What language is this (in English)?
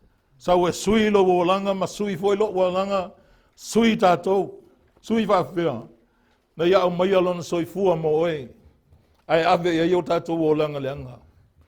Samoan